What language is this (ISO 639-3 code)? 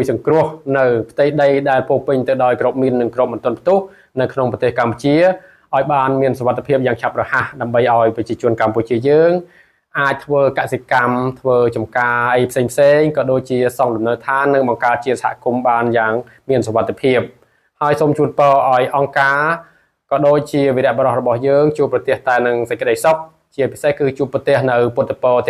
khm